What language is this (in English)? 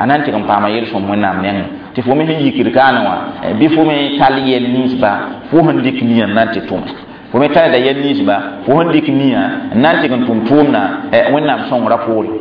Mossi